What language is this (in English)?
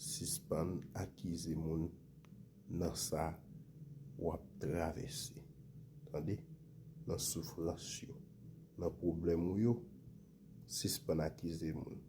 Haitian Creole